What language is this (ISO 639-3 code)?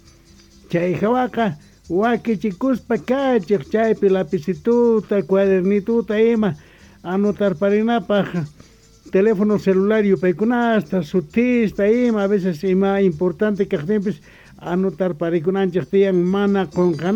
que